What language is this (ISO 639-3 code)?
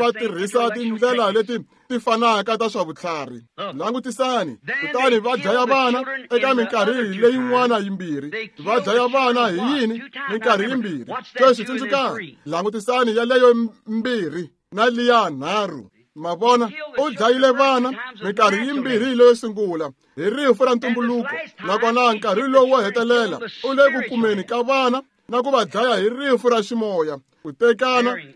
tso